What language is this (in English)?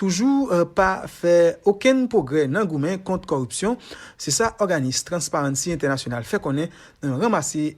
Haitian Creole